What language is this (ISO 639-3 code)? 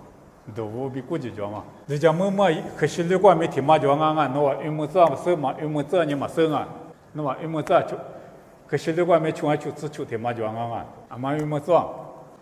lis